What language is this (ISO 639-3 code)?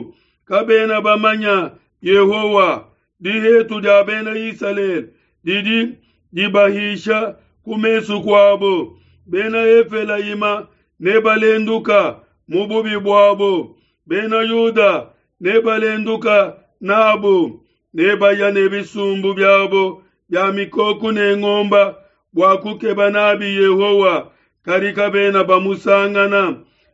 lua